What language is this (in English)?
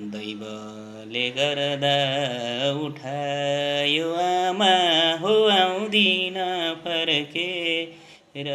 Nepali